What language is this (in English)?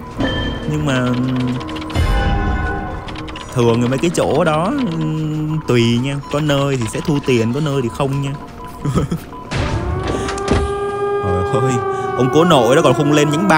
Vietnamese